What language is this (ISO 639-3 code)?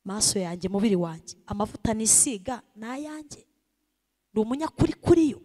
kin